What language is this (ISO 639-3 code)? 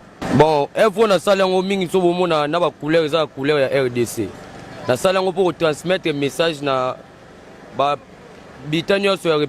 lin